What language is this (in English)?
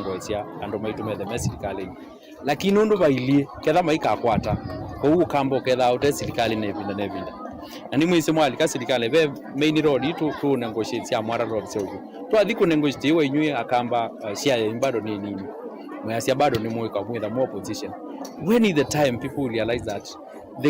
Kamba